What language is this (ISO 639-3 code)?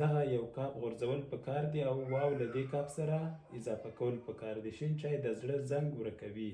pus